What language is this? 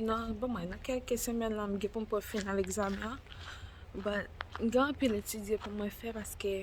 Haitian Creole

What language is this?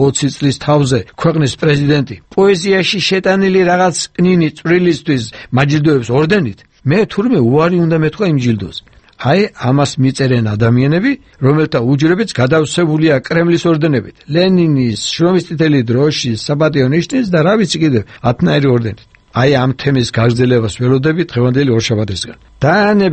Georgian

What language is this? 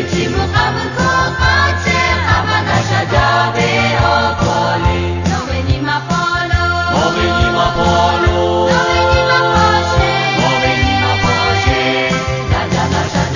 Lahu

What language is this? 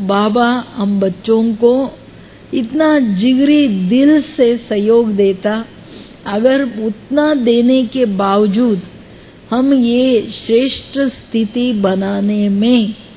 Hindi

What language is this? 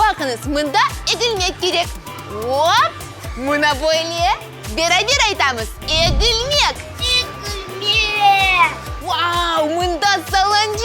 Crimean Tatar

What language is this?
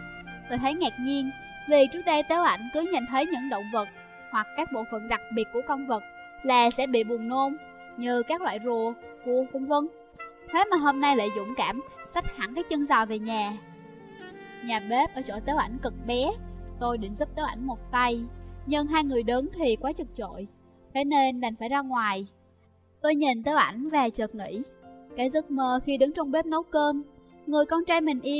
Vietnamese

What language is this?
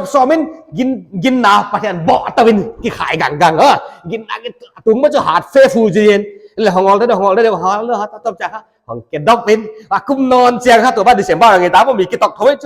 Paite Chin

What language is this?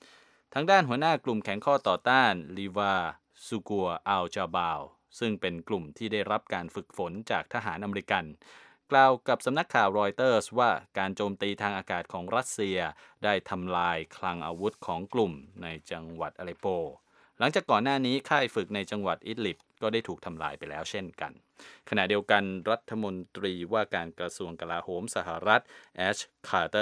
Thai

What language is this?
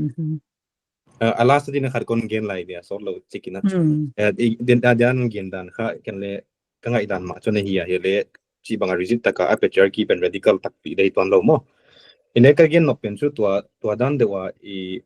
Paite Chin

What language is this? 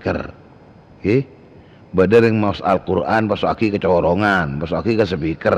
Madurese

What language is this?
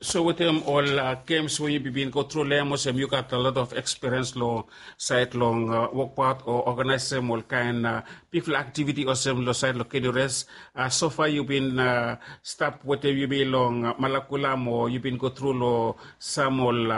Bislama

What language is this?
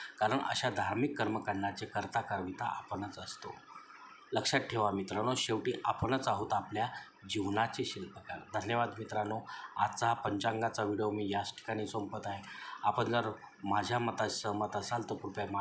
Marathi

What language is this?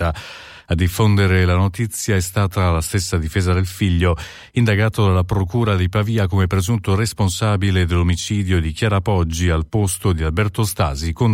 Italian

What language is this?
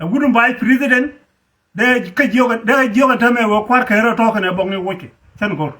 Nuer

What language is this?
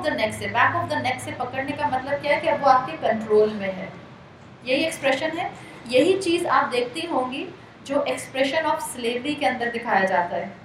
Urdu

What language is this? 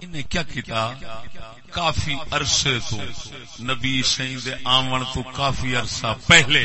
Saraiki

